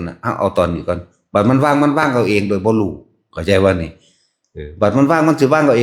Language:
Northeastern Thai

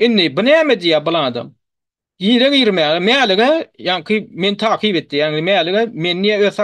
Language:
Turkmen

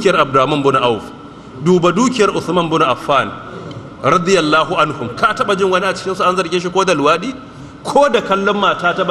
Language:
Hausa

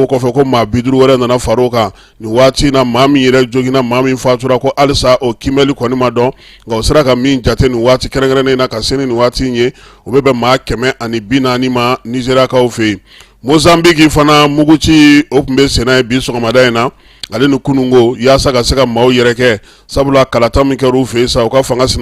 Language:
Bambara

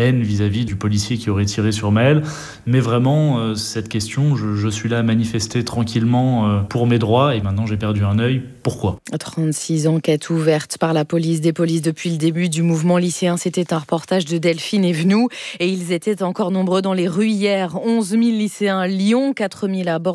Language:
French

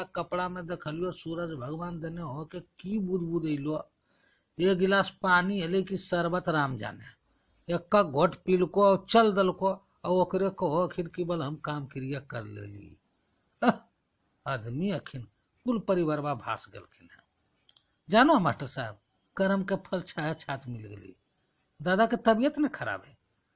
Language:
Magahi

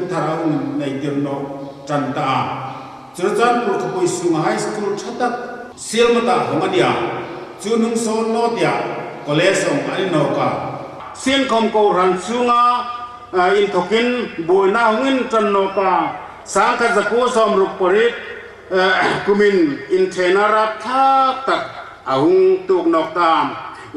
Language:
Hmar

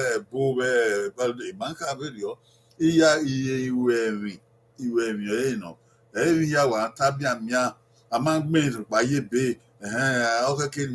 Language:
Bini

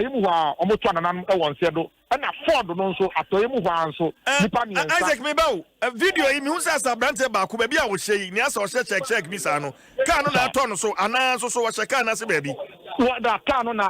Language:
Akan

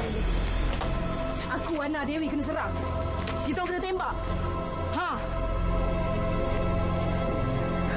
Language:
Malay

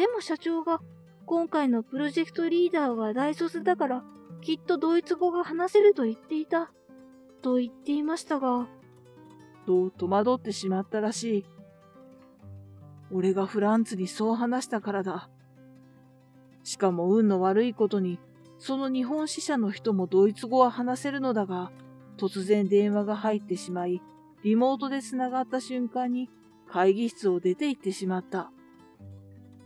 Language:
Japanese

